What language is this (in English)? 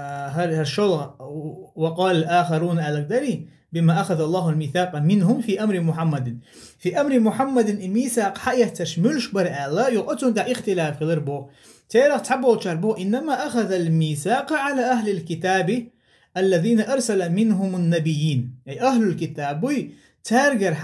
Chechen